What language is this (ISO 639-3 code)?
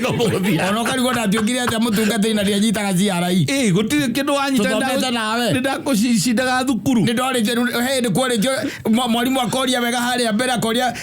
kik